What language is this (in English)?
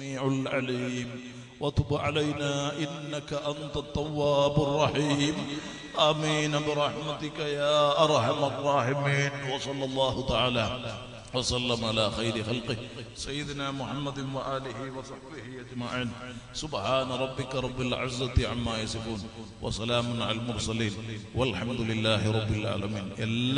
Malayalam